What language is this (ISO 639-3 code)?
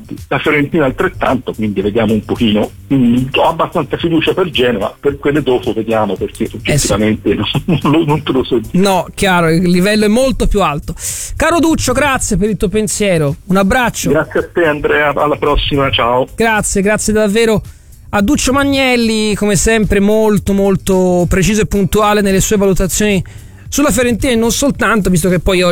ita